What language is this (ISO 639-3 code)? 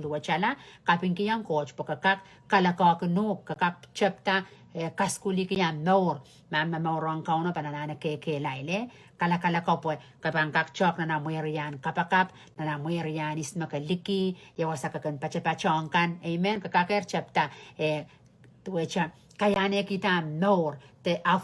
pon